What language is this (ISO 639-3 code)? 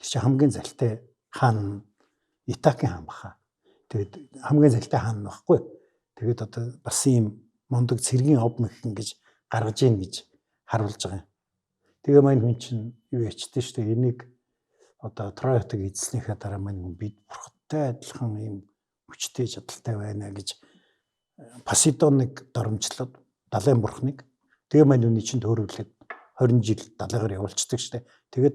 mon